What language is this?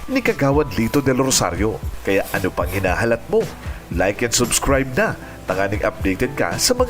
Bikol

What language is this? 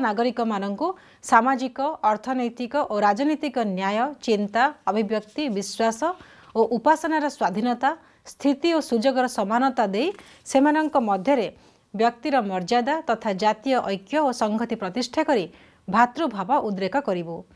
Odia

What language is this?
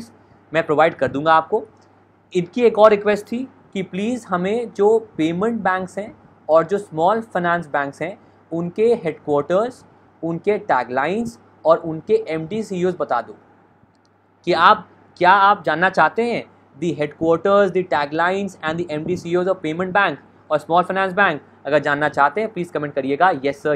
Hindi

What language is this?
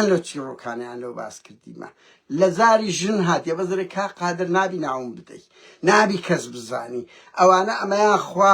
Central Kurdish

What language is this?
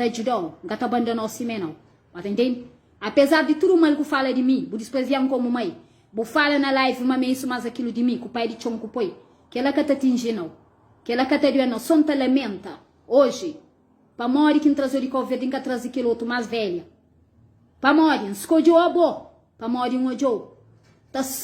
Kabuverdianu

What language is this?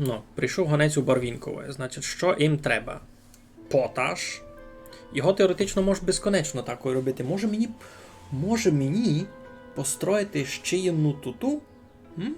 Rusyn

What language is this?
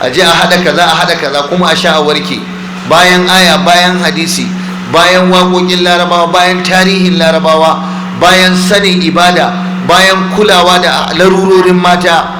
Hausa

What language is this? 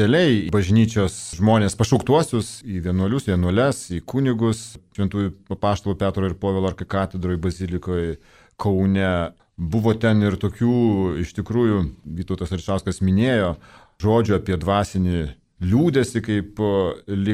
Lithuanian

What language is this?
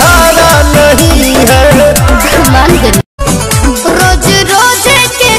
Bhojpuri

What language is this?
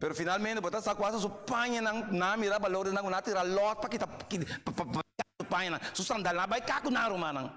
Papiamento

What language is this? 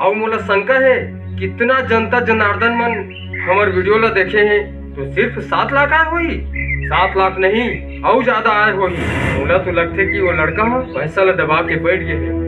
Chhattisgarhi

